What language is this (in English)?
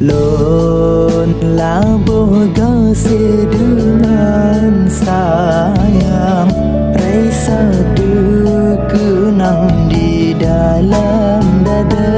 Achinese